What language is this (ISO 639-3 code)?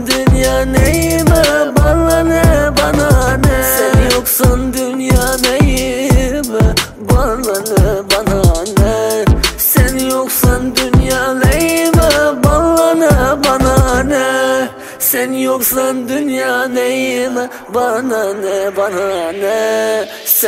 tur